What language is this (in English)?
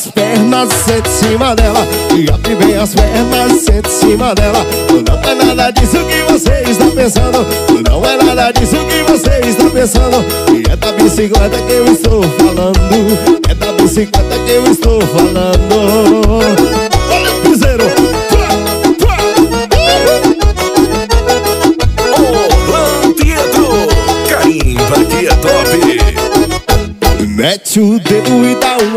Portuguese